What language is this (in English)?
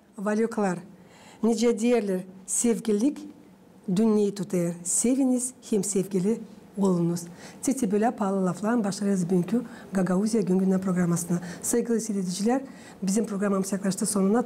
Gagauz